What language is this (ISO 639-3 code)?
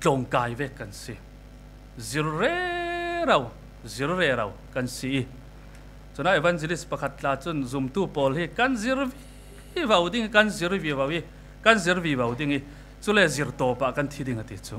cfm